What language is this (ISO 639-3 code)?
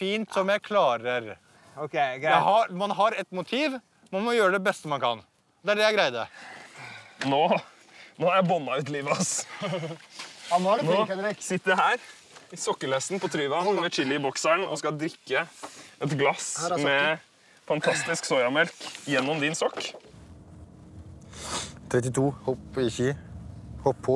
nor